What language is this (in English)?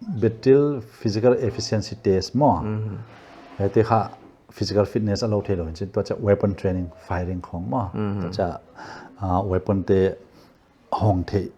Paite Chin